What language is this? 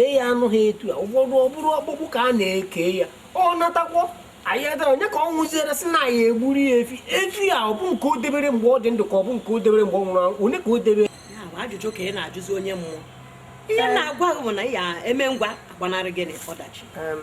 Igbo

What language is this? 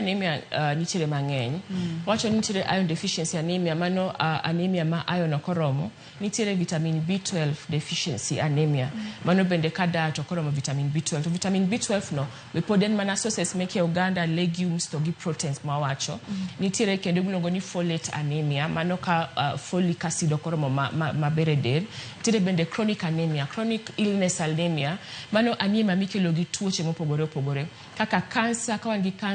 Luo (Kenya and Tanzania)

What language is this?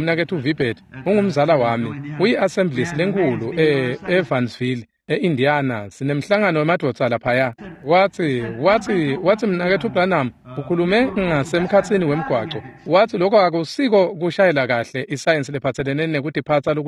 Swati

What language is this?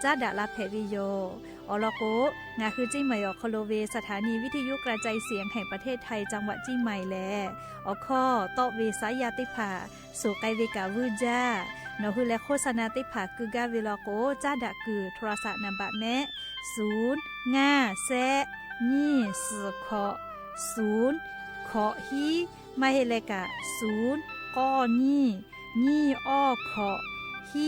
Lahu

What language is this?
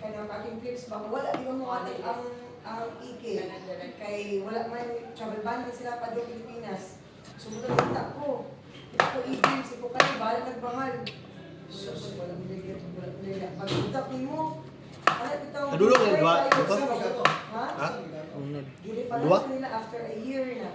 Cebuano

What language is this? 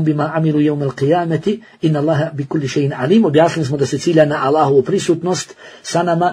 Bosnian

